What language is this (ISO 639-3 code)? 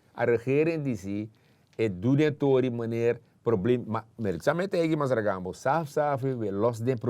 srn